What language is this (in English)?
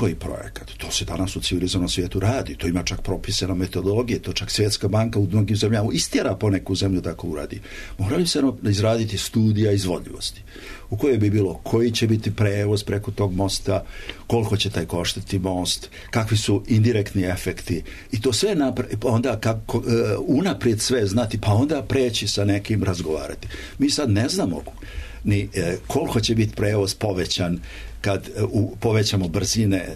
Serbian